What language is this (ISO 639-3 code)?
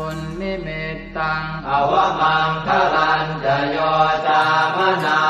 pli